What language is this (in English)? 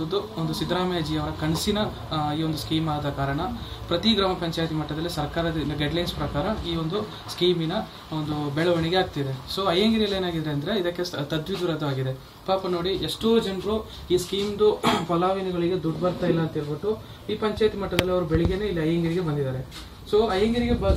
Kannada